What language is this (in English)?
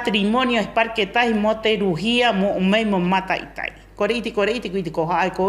Rapanui